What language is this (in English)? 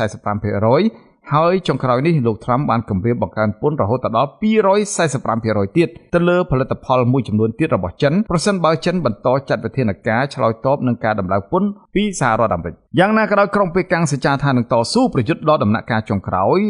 Khmer